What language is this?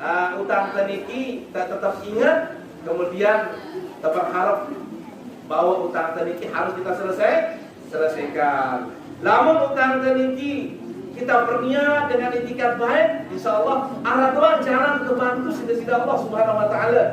Sasak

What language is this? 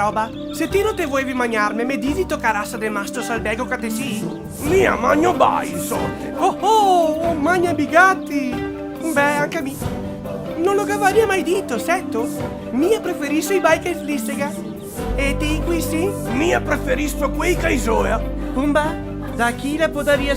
Venetian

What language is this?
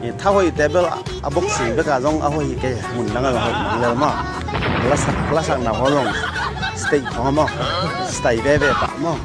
Tedim Chin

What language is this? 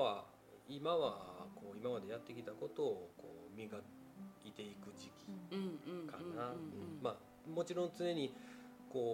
Japanese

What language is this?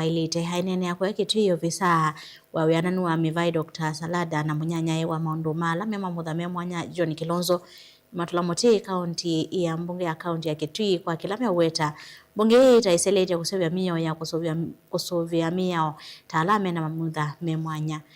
Kamba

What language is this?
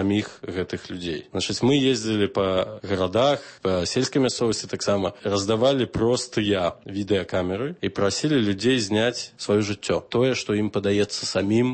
Belarusian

